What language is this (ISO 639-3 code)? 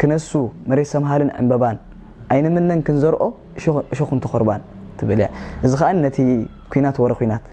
tir